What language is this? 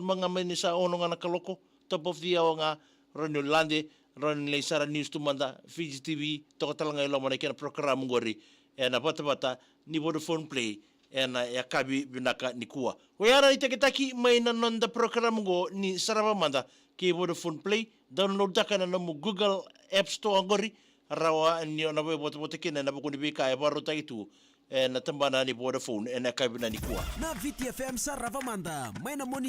Fijian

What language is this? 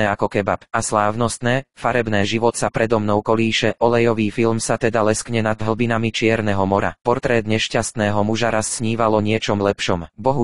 Slovak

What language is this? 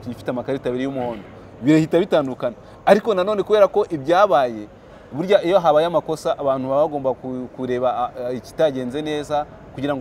Kinyarwanda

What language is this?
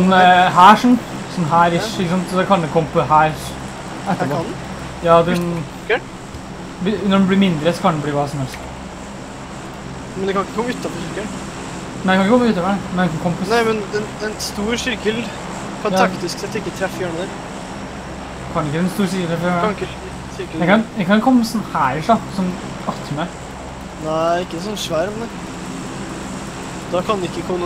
Norwegian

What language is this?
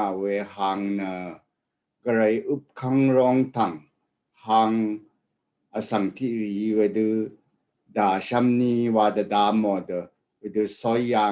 Rawang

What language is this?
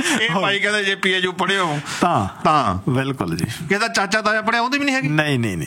Punjabi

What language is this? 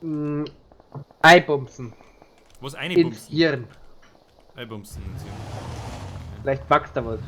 Bavarian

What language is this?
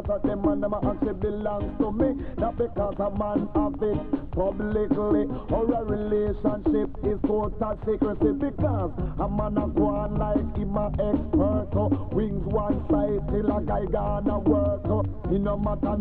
Jamaican Creole English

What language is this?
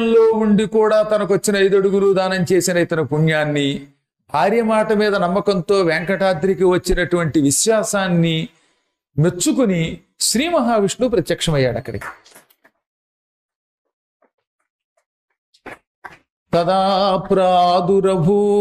Telugu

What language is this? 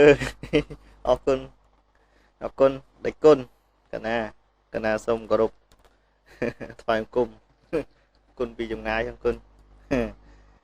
Khmer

